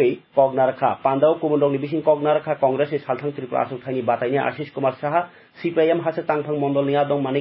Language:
Kok Borok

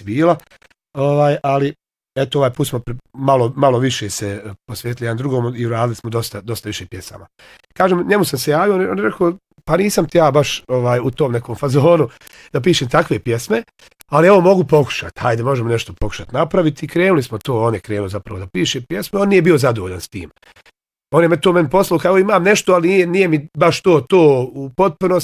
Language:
Bosnian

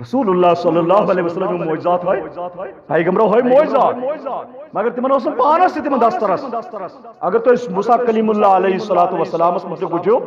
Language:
Kashmiri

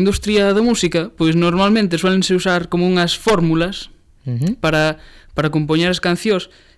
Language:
Galician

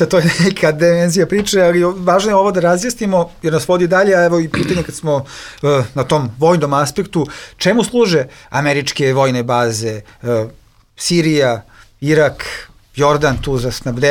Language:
Bosnian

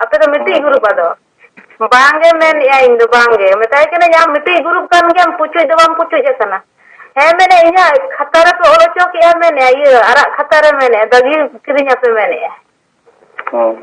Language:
Santali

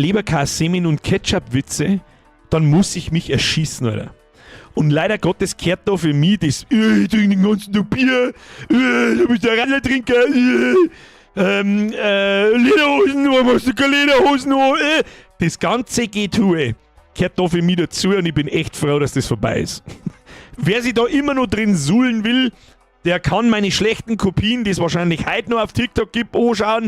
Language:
Bavarian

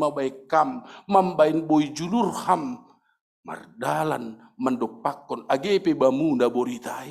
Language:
Batak Simalungun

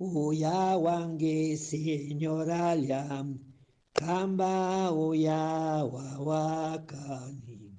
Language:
Chimborazo Highland Quichua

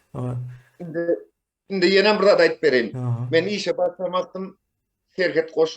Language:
Turkmen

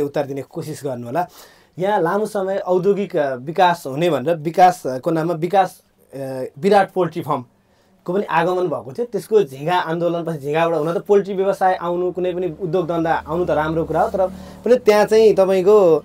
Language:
Nepali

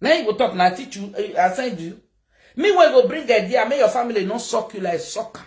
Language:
Nigerian Pidgin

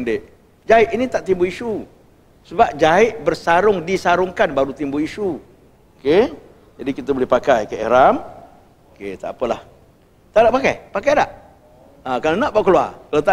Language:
Malay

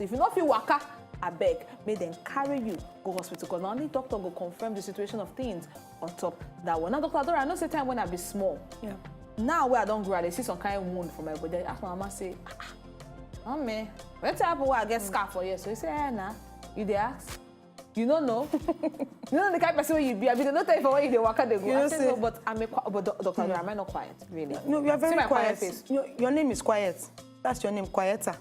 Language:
Nigerian Pidgin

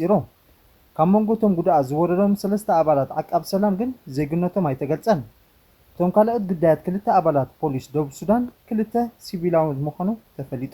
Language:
Tigrinya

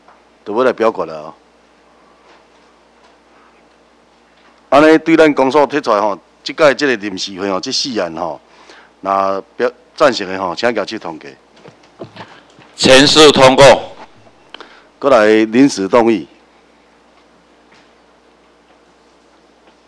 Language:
Min Nan Chinese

